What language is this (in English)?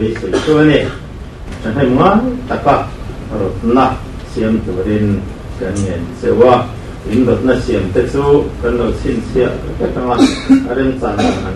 Mizo